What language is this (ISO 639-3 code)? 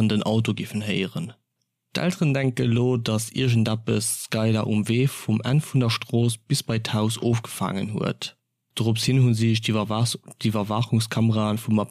ltz